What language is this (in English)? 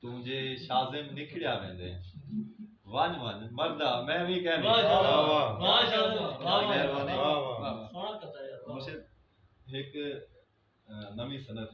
Saraiki